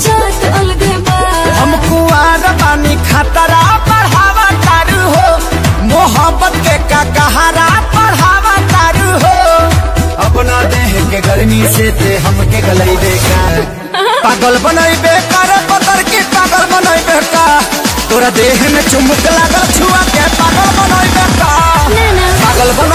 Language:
Bhojpuri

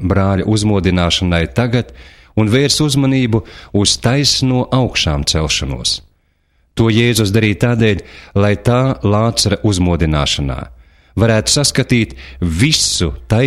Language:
Latvian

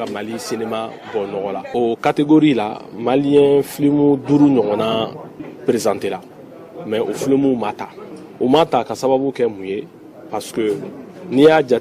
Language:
Bambara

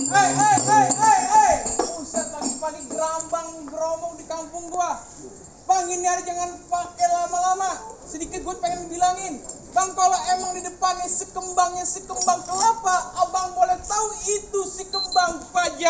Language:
Betawi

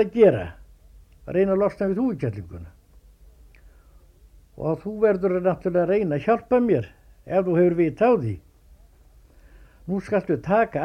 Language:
Icelandic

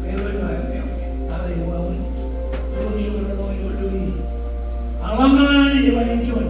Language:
Marshallese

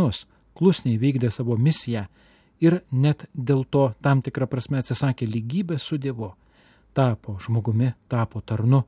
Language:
Lithuanian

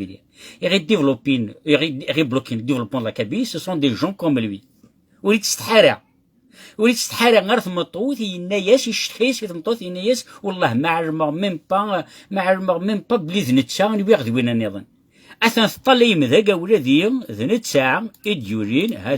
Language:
Kabyle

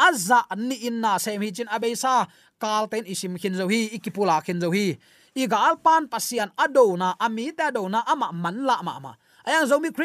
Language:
Tedim Chin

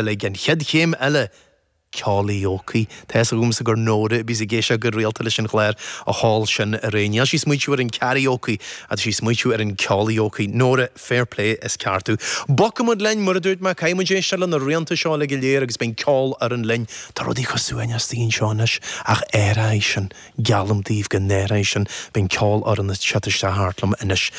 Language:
Irish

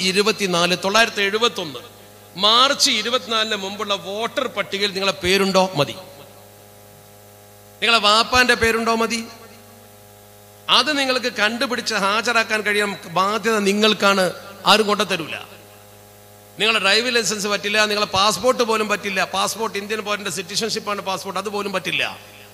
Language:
Malayalam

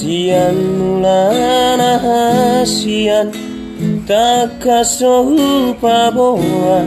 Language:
Batak Toba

